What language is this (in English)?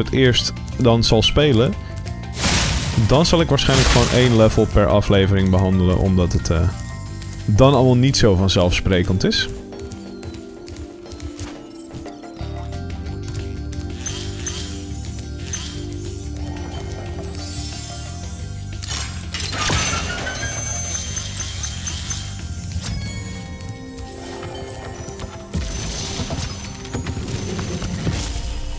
Dutch